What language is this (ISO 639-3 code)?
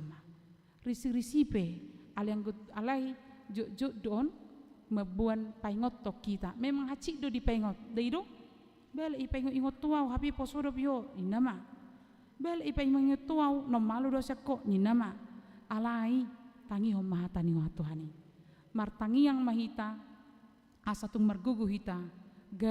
bbc